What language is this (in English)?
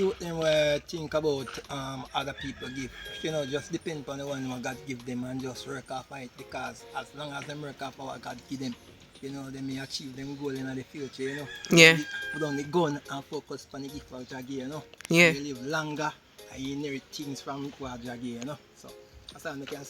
Jamaican Creole English